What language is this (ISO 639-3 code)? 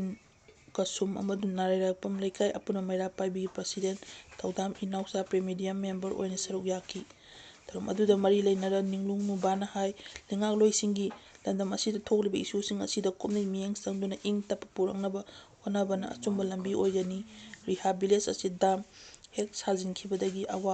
mni